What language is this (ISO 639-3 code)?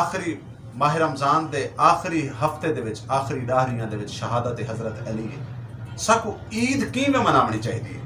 skr